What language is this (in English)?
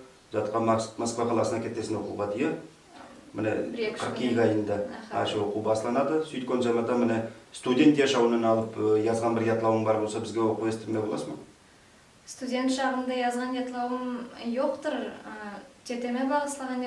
Nogai